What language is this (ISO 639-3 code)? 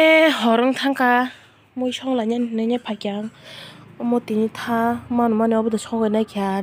trp